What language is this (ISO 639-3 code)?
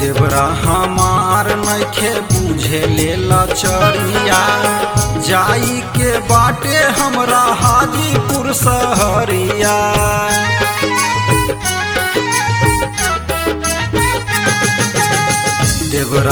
bho